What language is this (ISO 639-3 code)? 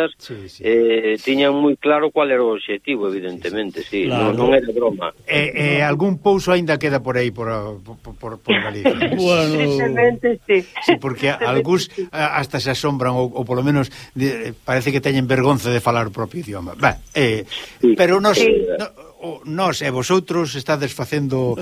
glg